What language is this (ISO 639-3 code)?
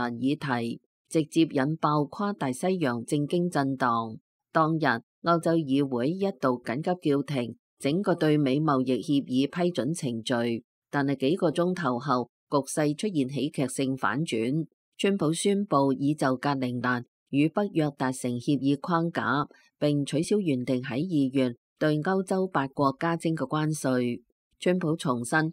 yue